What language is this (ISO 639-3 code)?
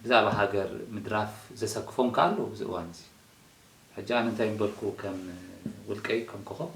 tir